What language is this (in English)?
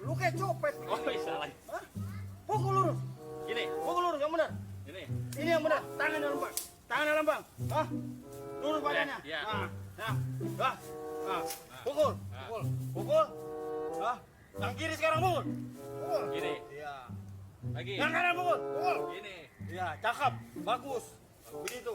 Betawi